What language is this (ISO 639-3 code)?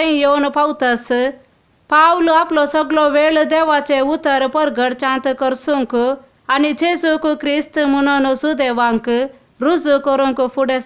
kok